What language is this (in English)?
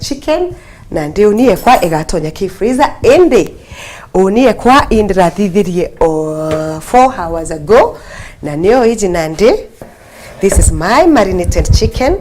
Meru